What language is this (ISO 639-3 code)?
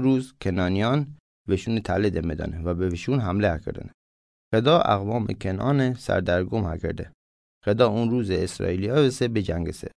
mzn